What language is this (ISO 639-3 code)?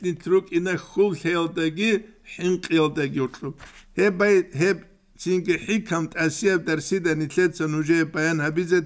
ava